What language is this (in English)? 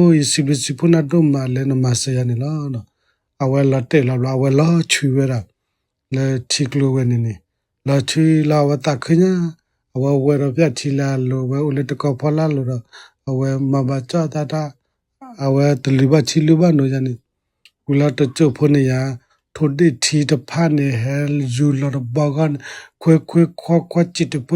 S'gaw Karen